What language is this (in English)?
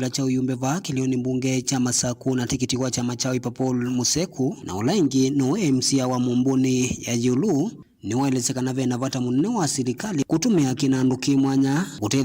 Kamba